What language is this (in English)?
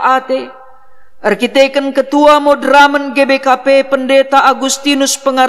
Batak Karo